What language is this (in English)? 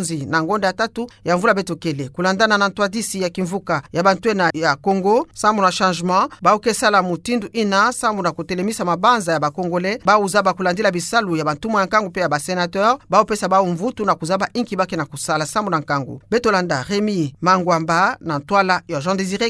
Kituba (Democratic Republic of Congo)